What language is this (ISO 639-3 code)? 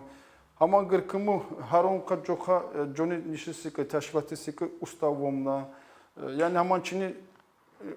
tkr